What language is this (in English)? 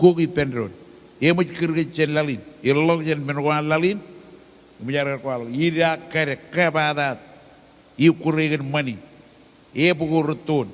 Marshallese